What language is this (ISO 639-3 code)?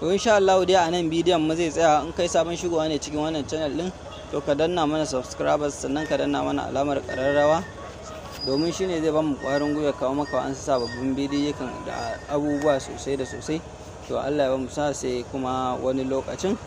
hau